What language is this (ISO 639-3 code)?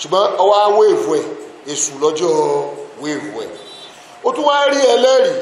yor